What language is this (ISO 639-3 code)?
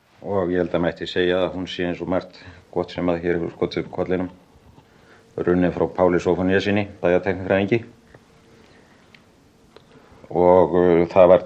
isl